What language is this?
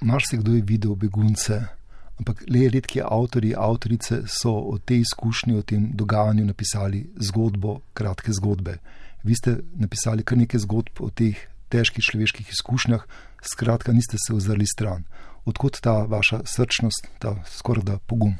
Slovenian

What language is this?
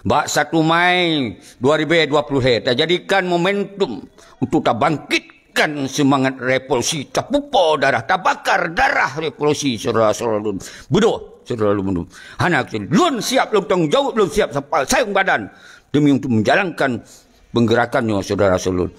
Achinese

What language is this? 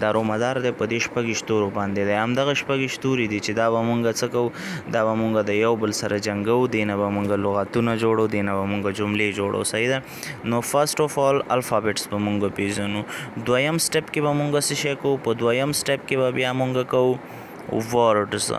Pashto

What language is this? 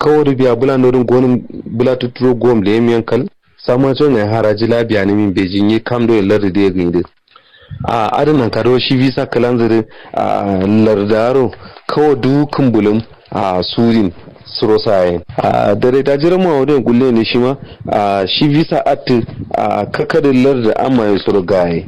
Kanuri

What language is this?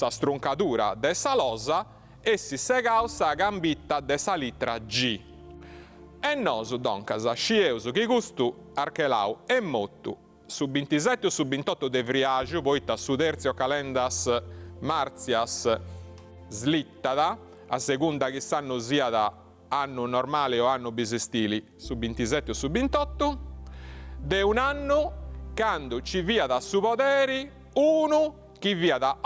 Sardinian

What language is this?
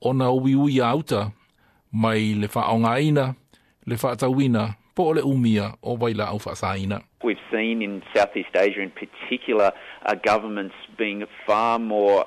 Samoan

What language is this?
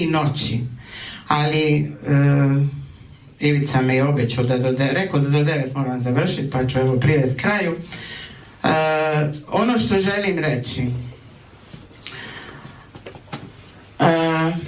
Croatian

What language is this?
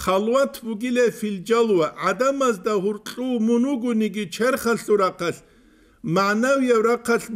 Avaric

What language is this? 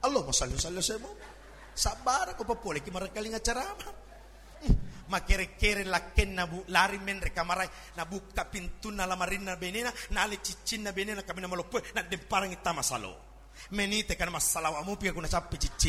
Buginese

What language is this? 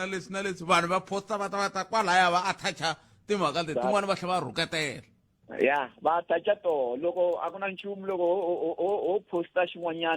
Tsonga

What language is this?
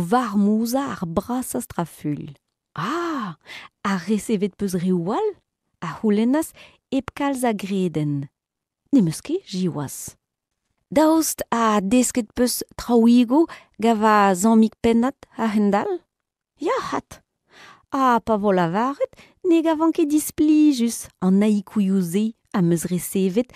Breton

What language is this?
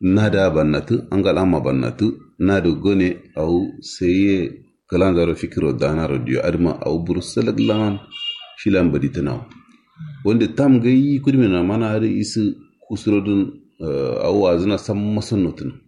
Kanuri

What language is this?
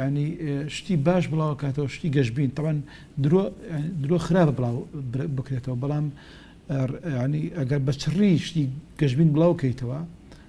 Central Kurdish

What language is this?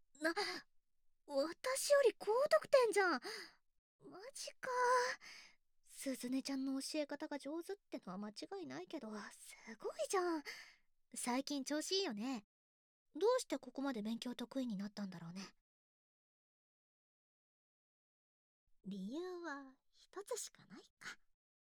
Japanese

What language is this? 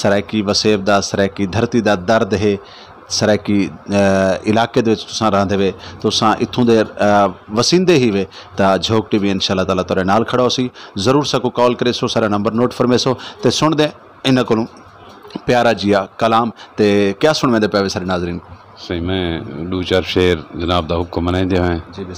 Saraiki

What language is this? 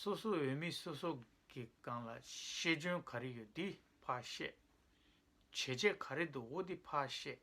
Tibetan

